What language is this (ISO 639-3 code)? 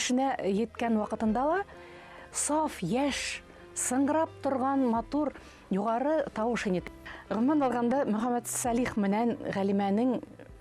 bak